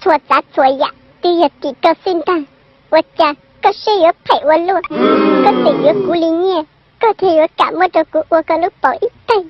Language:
Hmong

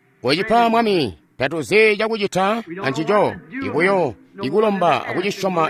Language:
Tonga (Zambia)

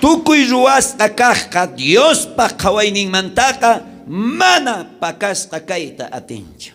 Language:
South Bolivian Quechua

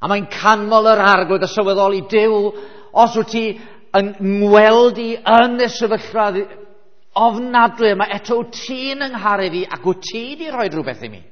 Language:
Welsh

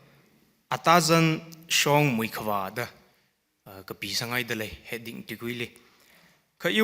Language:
Tangkhul Naga (India)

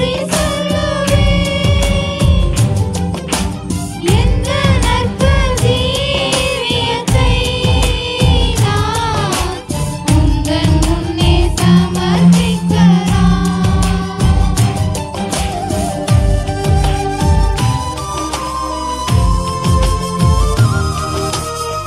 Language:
Tamil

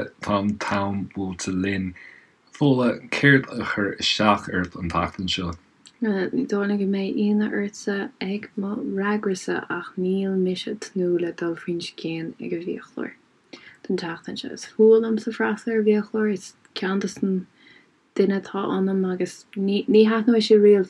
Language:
Irish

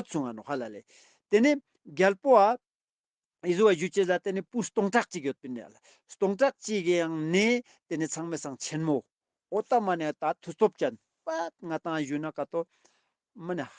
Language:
Ladakhi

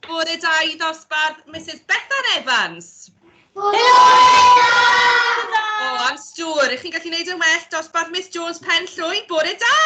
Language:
Welsh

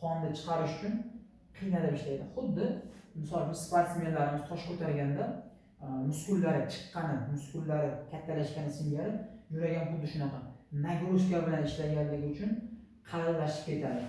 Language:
Uzbek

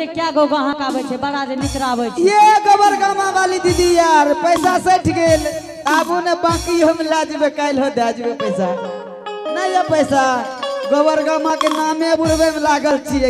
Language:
Angika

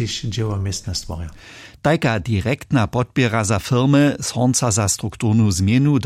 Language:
Upper Sorbian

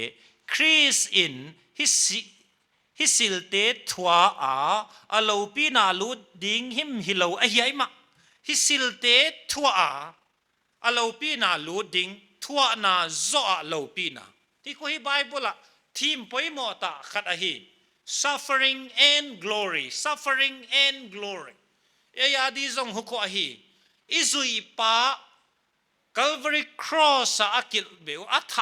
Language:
Paite Chin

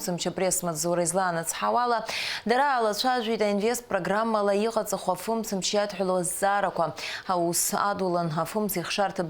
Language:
Abkhazian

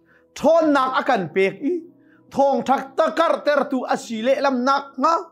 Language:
Hakha Chin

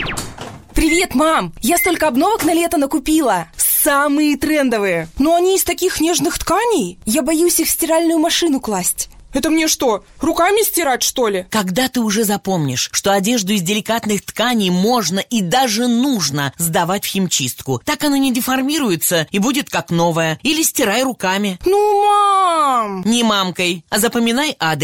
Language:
Russian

